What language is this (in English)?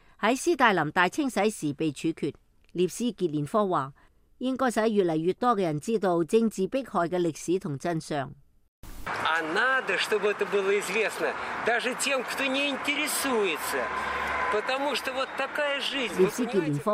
Cantonese